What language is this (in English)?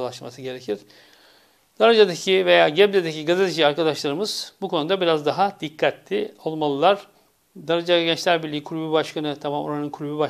Turkish